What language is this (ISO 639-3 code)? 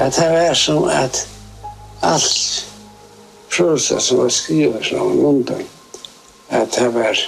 fao